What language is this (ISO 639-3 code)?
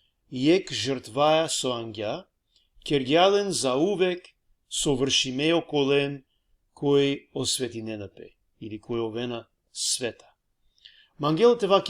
rmn